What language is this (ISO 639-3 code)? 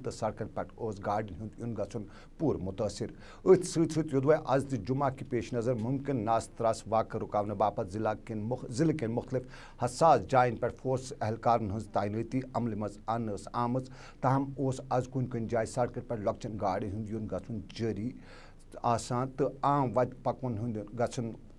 kas